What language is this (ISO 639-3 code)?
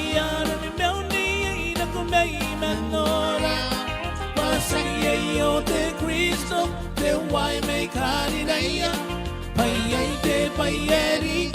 gil